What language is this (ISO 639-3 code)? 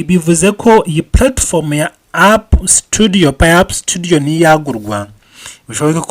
kin